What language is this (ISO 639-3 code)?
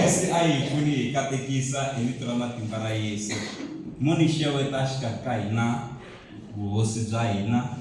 tso